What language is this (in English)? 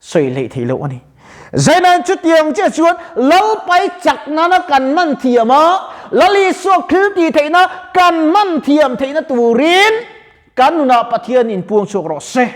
Mizo